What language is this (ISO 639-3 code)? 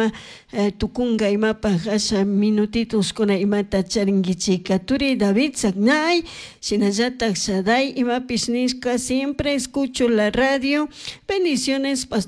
qug